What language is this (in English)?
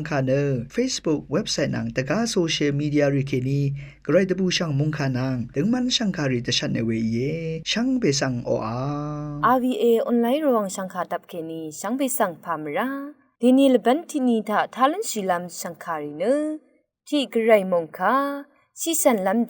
Rawang